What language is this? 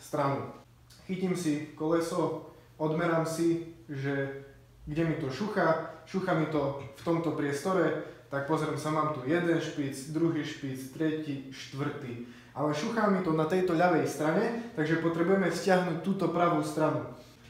Slovak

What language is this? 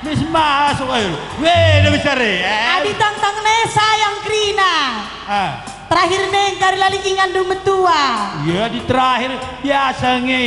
Batak Karo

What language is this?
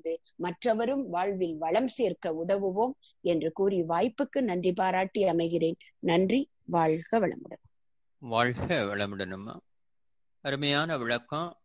Tamil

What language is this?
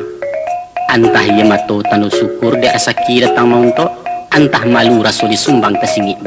Minangkabau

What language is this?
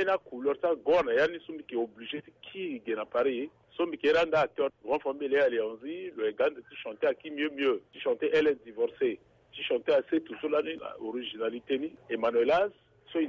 Sango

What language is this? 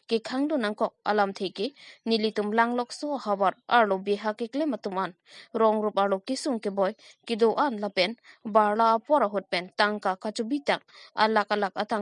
Karbi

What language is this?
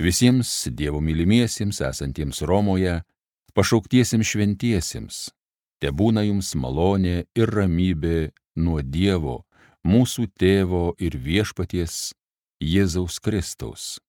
Lithuanian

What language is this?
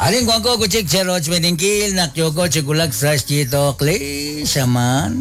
Kekchí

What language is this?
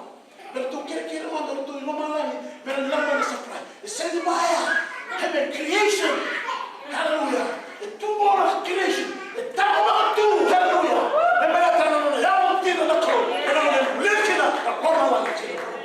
Fijian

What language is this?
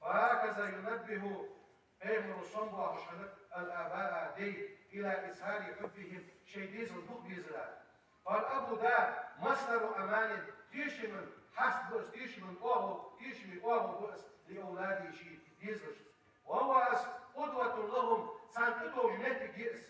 Ingush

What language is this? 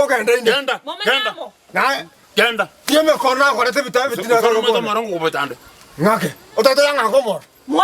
Gusii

